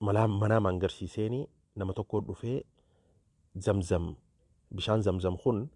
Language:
Oromo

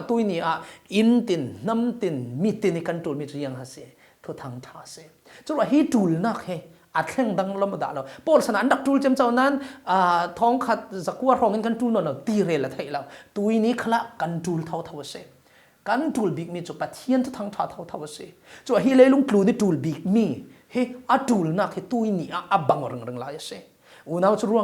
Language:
Falam Chin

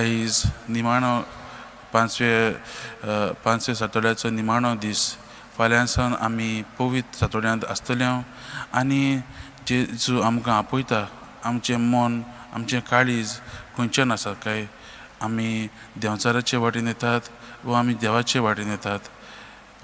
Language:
Konkani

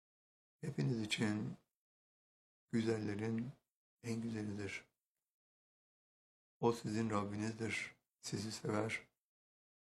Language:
Turkish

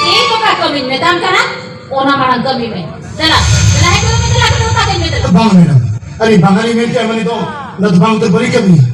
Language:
Santali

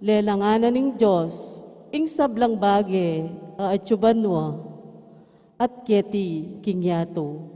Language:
Pampanga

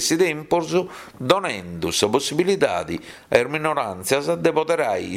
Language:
Sardinian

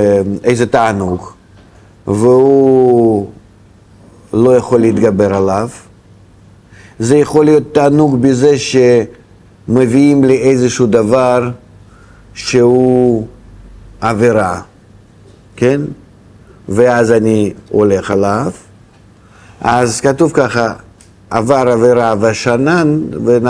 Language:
Hebrew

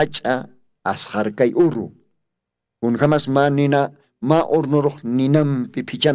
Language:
Aymara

